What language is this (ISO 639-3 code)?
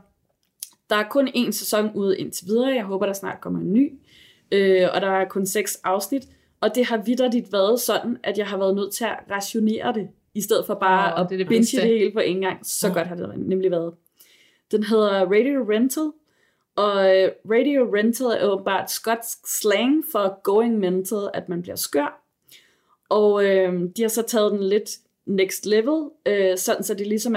dan